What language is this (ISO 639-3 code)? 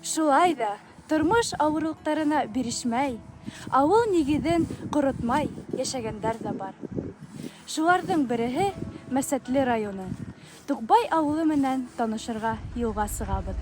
bak